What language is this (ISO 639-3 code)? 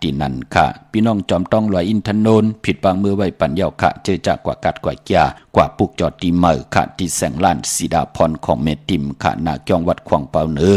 shn